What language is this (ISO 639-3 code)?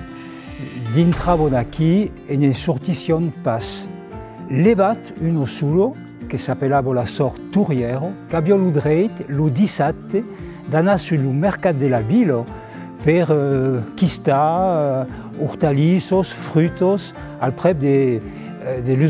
oci